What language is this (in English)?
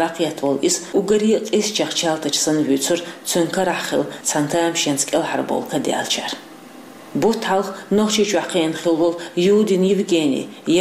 Chechen